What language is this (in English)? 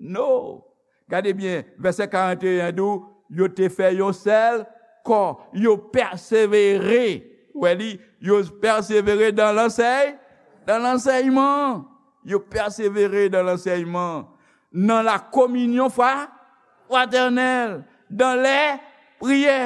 Haitian Creole